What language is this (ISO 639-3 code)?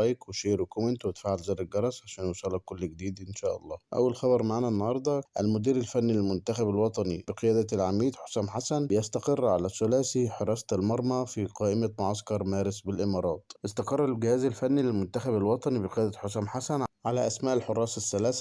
arz